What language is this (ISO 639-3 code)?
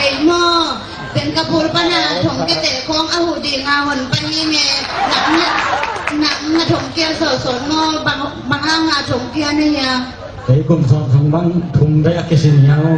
ctd